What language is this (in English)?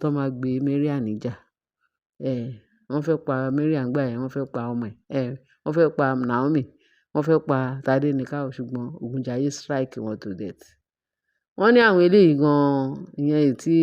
Yoruba